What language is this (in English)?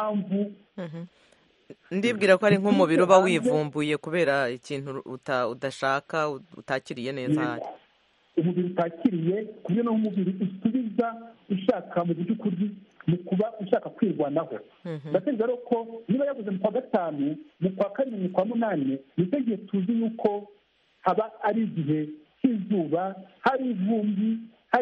Kinyarwanda